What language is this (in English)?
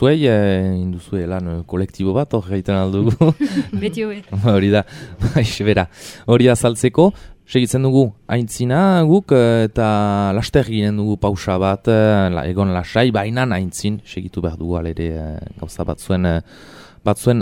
Basque